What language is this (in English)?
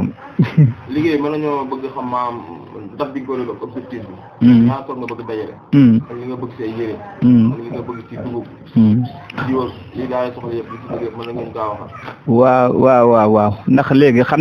Wolof